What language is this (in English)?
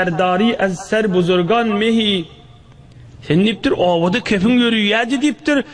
Turkmen